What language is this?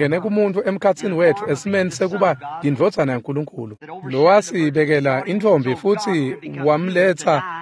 Swati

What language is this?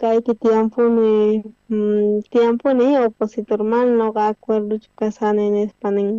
South Bolivian Quechua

